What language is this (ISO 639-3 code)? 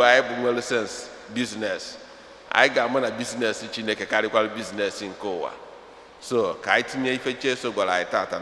ibo